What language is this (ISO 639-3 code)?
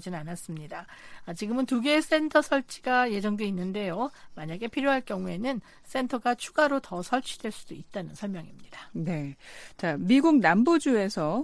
kor